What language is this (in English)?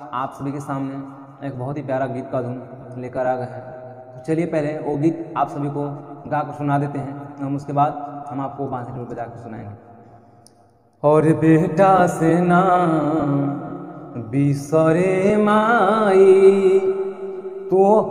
Bhojpuri